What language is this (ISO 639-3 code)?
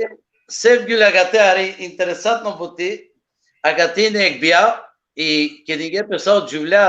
rmn